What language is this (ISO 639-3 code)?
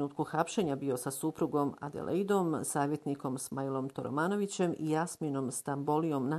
bos